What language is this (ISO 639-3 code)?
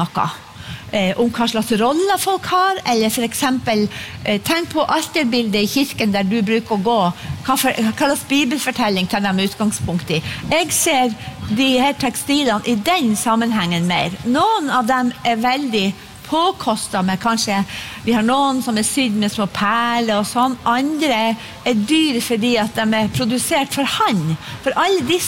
nor